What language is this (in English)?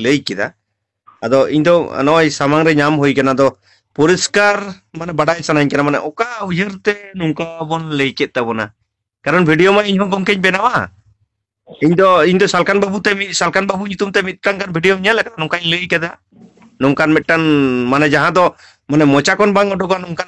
Santali